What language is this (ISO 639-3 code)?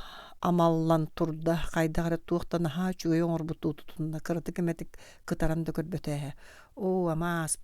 sah